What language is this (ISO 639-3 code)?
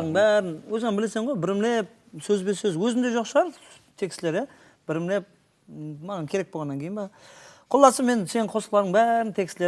kaa